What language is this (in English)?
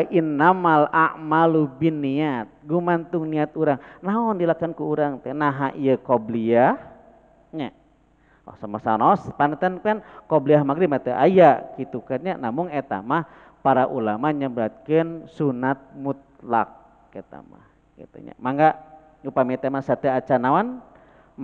Sundanese